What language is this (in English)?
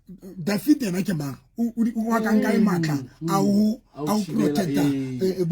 Southern Sotho